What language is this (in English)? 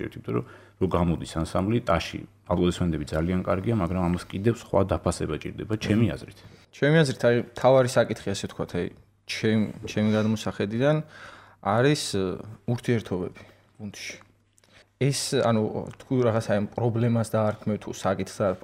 Georgian